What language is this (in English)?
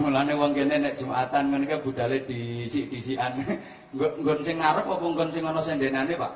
Javanese